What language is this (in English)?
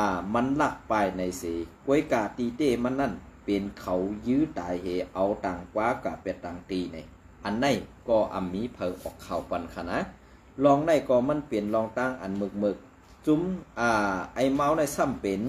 Shan